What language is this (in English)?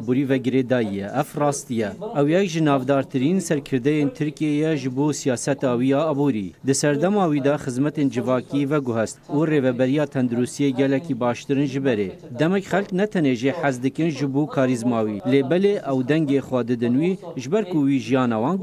Kurdish